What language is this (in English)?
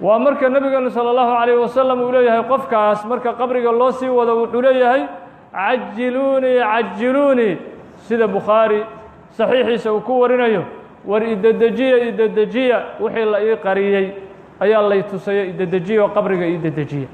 Somali